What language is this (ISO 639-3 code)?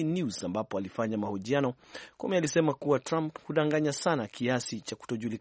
swa